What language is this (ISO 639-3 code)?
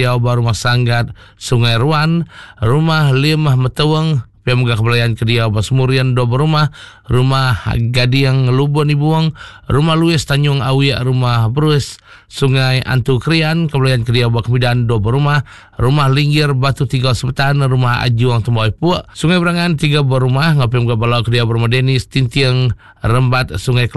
iba